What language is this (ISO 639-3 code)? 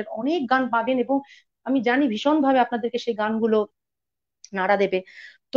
ben